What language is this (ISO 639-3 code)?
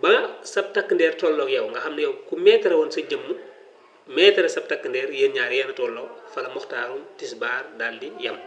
wol